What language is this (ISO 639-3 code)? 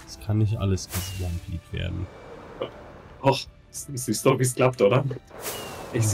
deu